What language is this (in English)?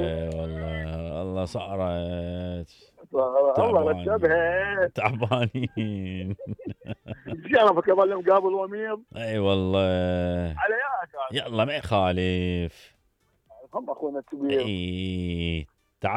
Mesopotamian Arabic